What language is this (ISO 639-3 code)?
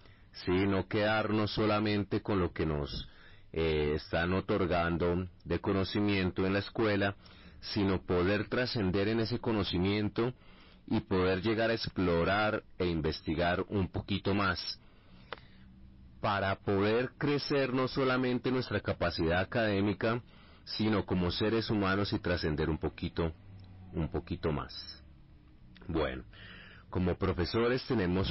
spa